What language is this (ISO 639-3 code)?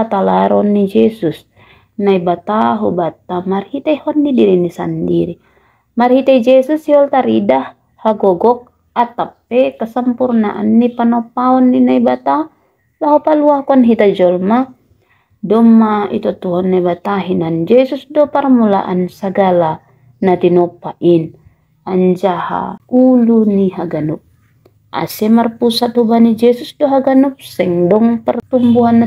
bts